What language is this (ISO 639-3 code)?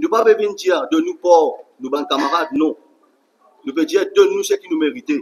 mfe